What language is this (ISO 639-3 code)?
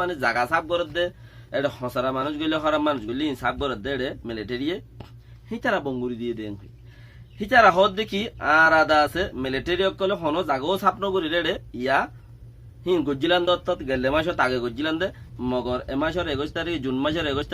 rhg